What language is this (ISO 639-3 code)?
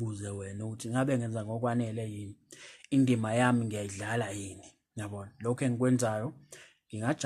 zul